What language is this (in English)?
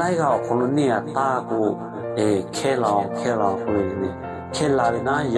Lahu